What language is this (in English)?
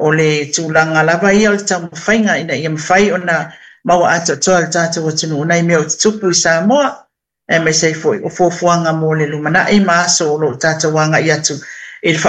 Samoan